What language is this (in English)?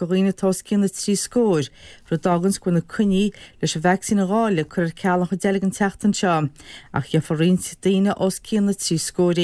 Irish